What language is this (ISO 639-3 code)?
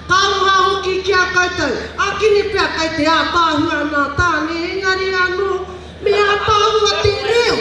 mri